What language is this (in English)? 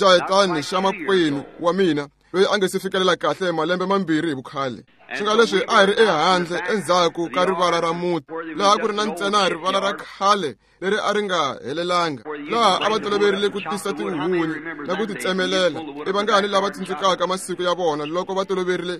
Tsonga